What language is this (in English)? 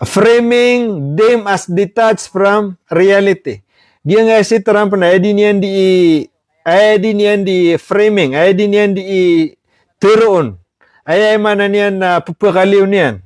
Maranao